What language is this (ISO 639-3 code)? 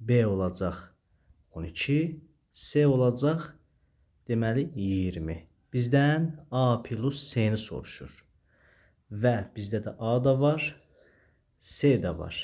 aze